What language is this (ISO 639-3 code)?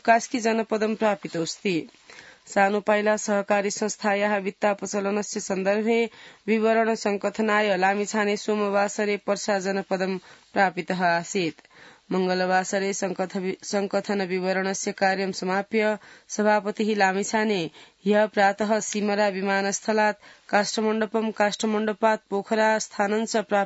san